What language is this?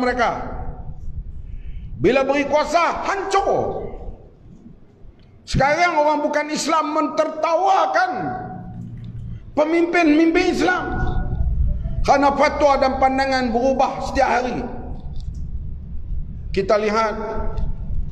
Malay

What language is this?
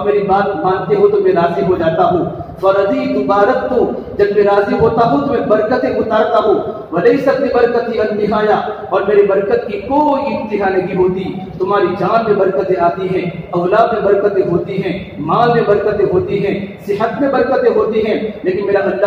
Urdu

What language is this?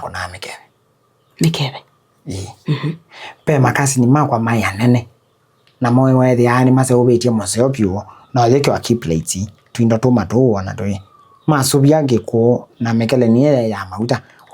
Kamba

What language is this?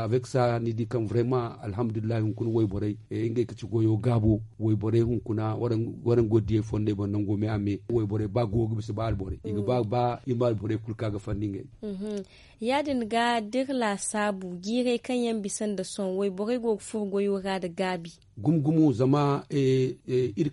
Zarma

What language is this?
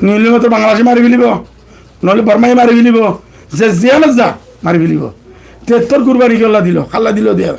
Rohingya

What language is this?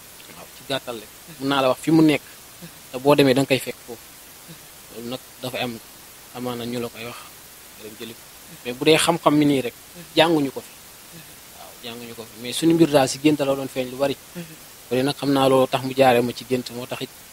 Wolof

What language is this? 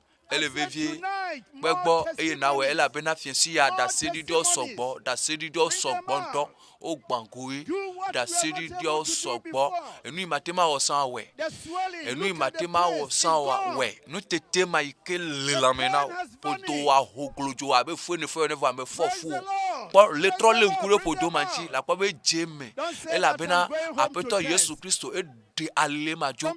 Ewe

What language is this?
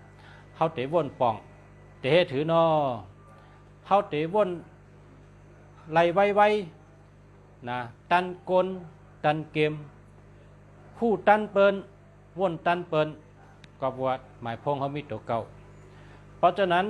Shan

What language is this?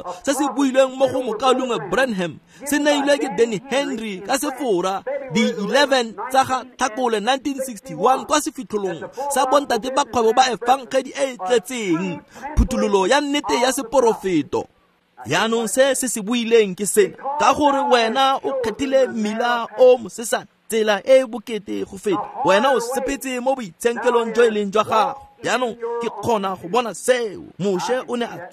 Tswana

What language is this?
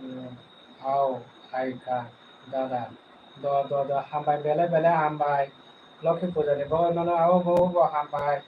Kok Borok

